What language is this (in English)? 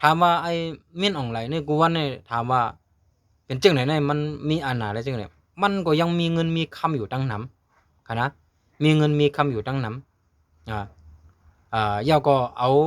Shan